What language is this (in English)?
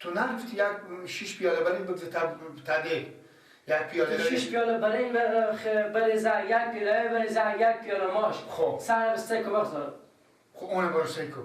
Persian